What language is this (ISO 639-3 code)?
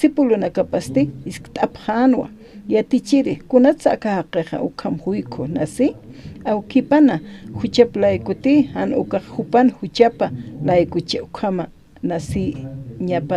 aym